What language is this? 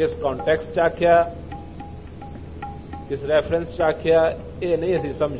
Punjabi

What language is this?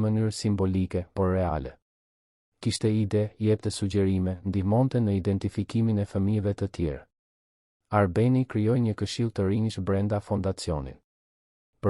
Albanian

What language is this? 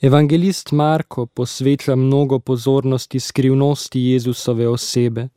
Slovenian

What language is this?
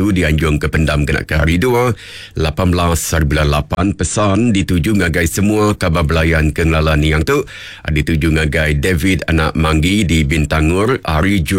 Iban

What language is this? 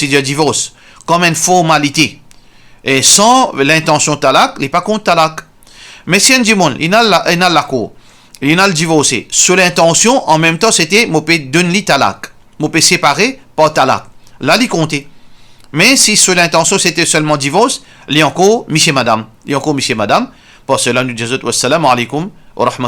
Morisyen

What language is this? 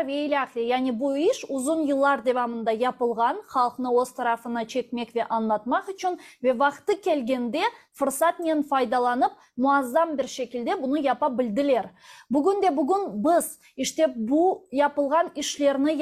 Crimean Tatar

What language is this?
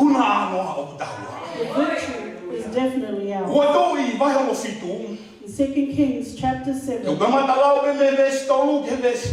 Tongan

